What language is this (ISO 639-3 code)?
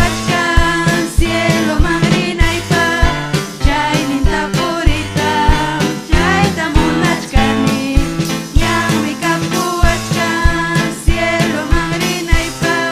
quy